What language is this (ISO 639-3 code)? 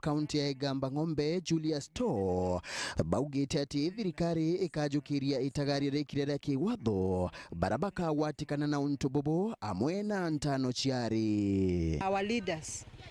mer